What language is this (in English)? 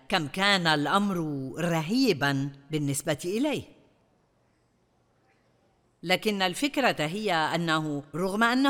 Arabic